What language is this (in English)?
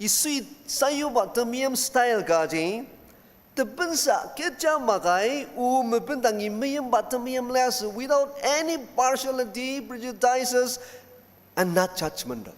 Ao Naga